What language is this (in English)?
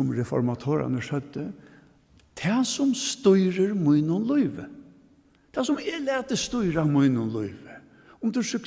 Faroese